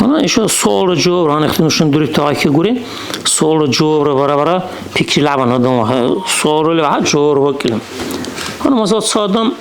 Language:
Dargwa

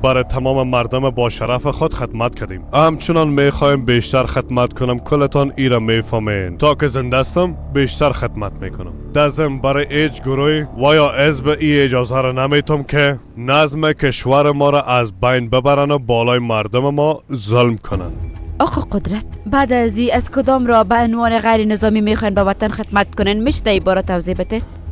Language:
Persian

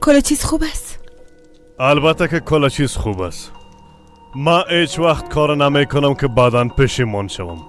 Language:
Persian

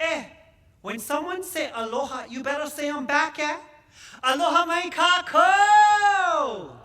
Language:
Hawaiian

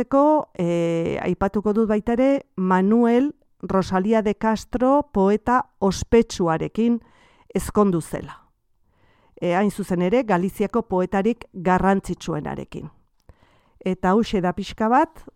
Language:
Basque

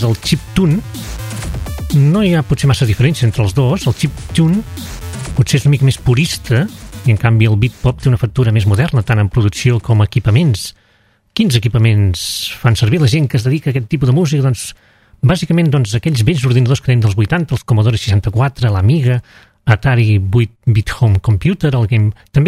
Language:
Catalan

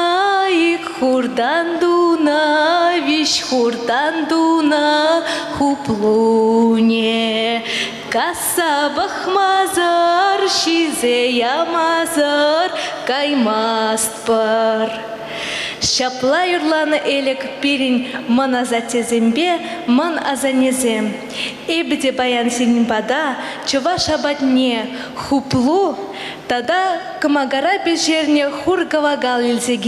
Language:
Chuvash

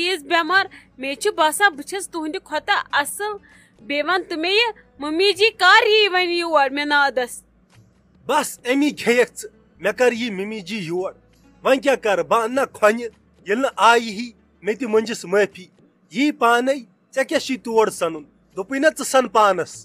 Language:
Kashmiri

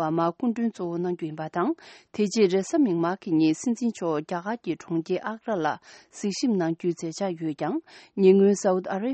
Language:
Tibetan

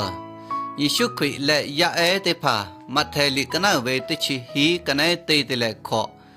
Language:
Lahu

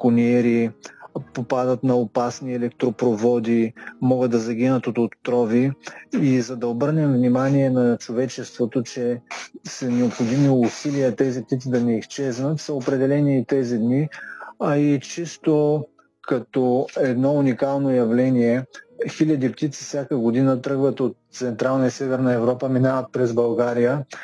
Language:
Bulgarian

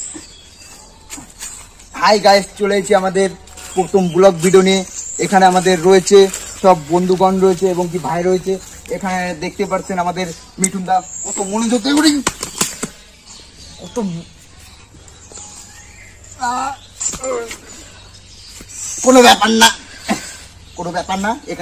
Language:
Bangla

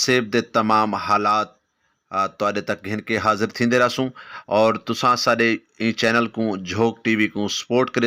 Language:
Saraiki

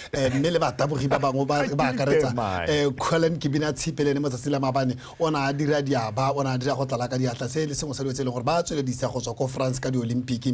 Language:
Tswana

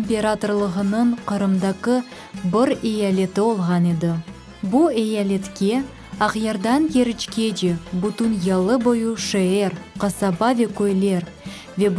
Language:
Crimean Tatar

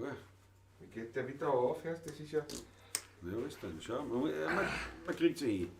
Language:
Bavarian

